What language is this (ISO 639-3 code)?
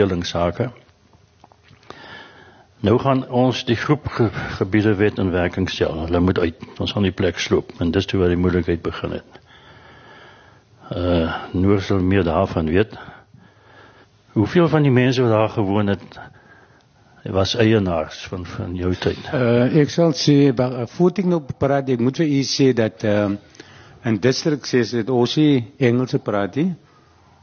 afr